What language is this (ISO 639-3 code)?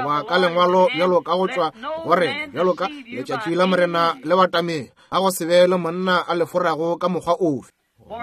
nso